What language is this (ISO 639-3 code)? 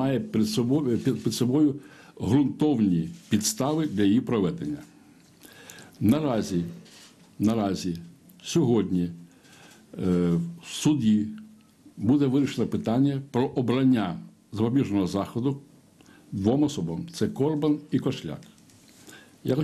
ukr